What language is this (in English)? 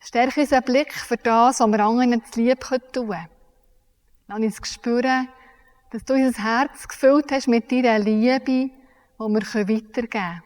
Swiss German